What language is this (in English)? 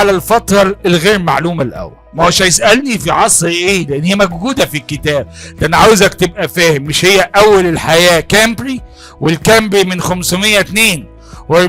Egyptian Arabic